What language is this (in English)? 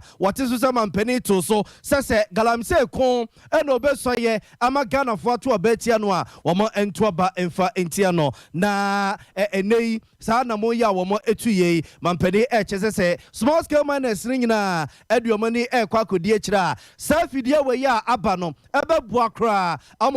Akan